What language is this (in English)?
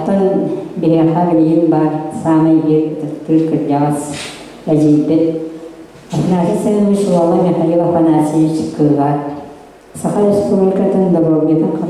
Yakut